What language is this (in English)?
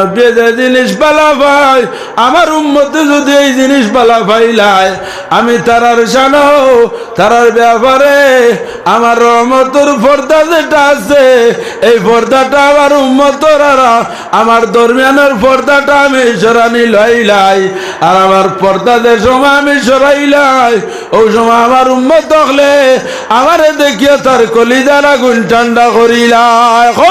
Sylheti